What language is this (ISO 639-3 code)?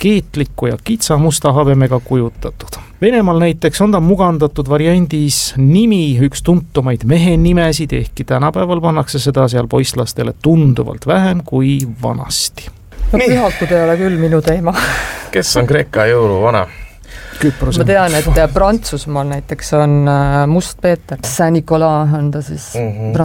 est